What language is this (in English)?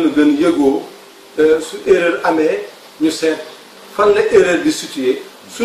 Wolof